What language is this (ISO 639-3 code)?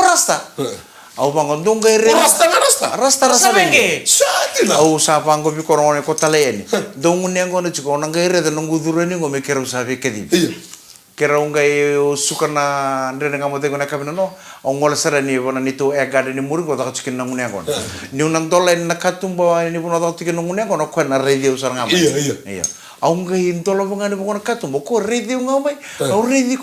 fij